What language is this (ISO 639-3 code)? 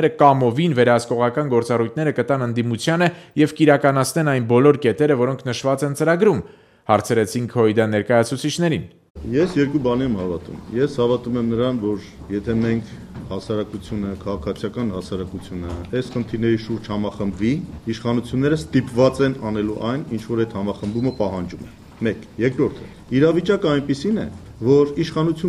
hye